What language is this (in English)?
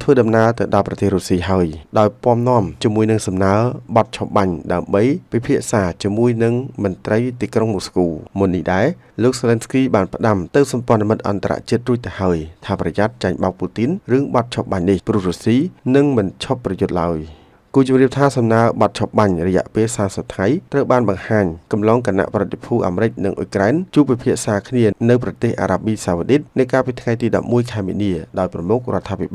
Khmer